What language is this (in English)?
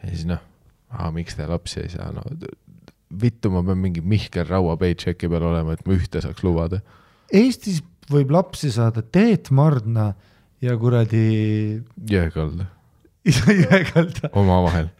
Estonian